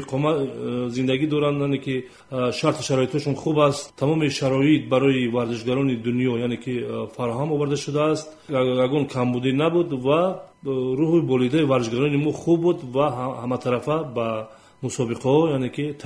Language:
Tajik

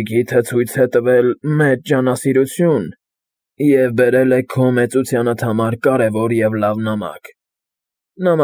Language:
Armenian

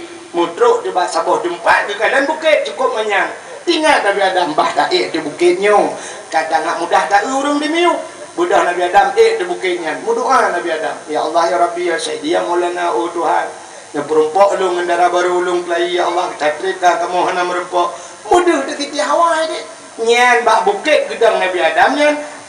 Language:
Achinese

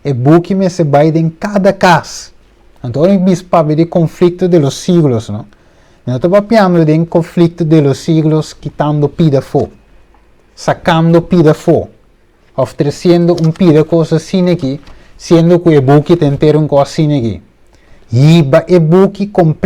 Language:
Papiamento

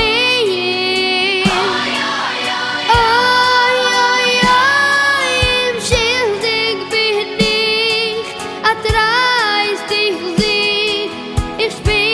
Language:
Yiddish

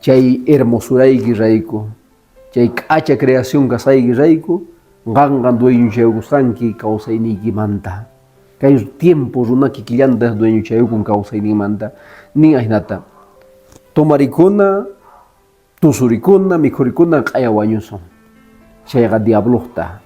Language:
Quechua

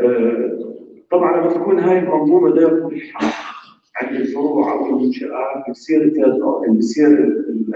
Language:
North Levantine Arabic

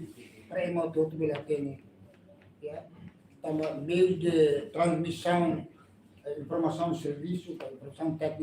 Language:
Tetum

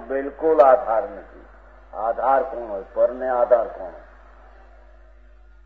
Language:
Gujarati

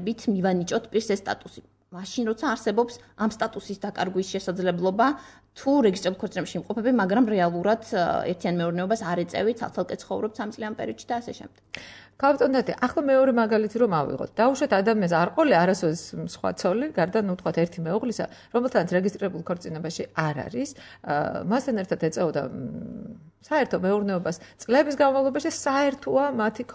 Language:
Georgian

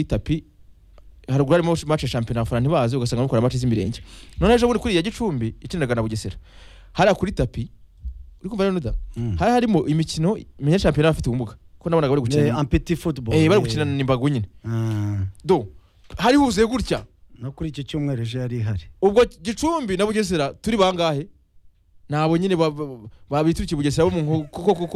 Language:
Kinyarwanda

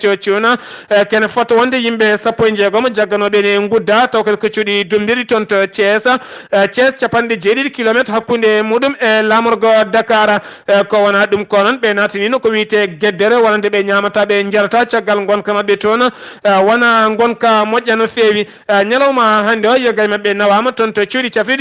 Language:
Fula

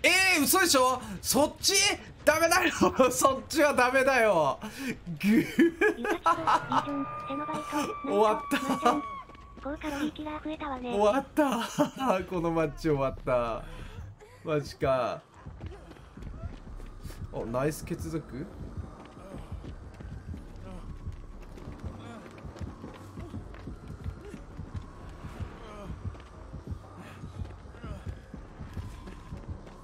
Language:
Japanese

